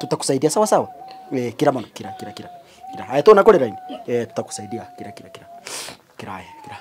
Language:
Gusii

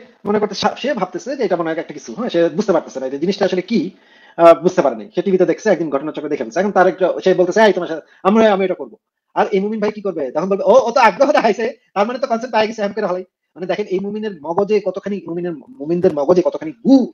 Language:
Bangla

